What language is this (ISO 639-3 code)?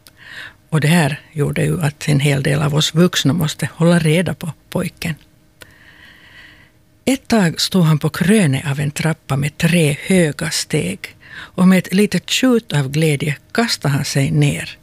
swe